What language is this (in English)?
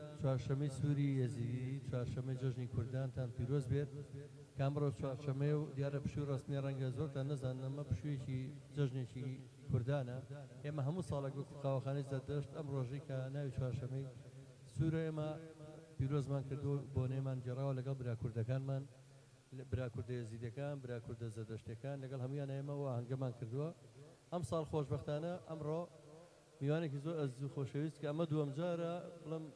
Central Kurdish